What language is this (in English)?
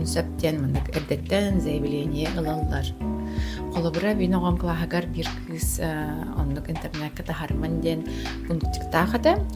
Yakut